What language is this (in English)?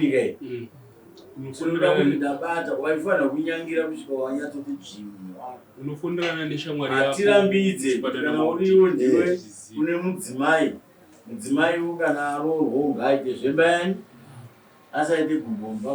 Shona